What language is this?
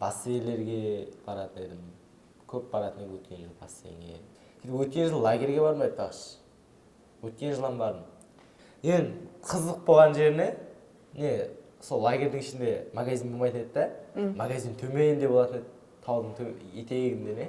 Kara-Kalpak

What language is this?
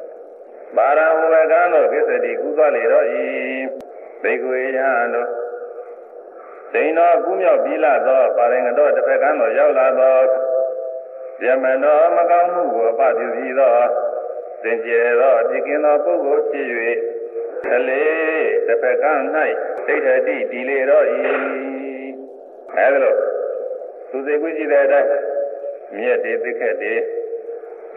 Burmese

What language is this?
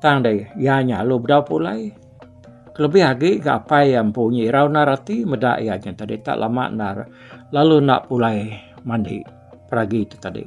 Iban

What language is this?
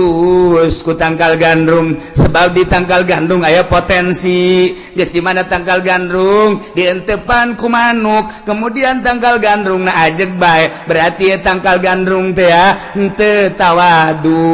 Sundanese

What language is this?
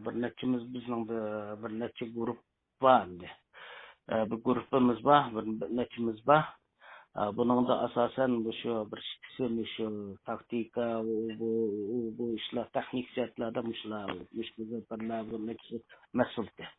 Uyghur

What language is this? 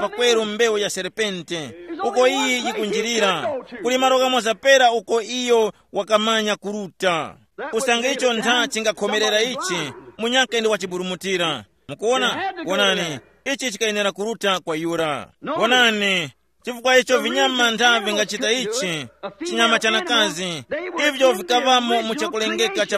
Tumbuka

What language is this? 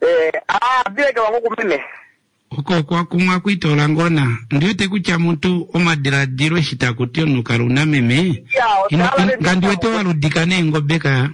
Kuanyama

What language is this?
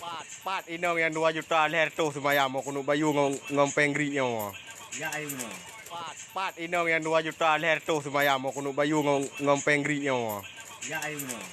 Achinese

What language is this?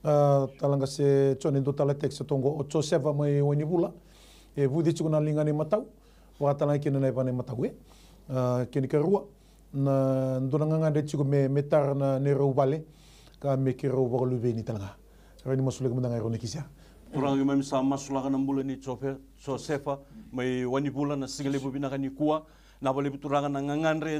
Fijian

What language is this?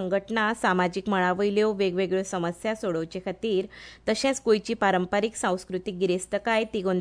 Konkani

